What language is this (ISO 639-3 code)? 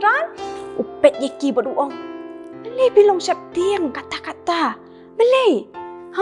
kha